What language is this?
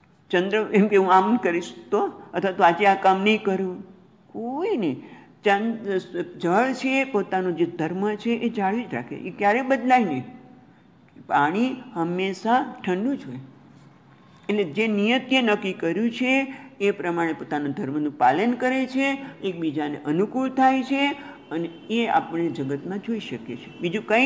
Gujarati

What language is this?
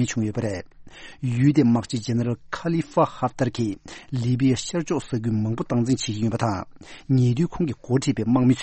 Tibetan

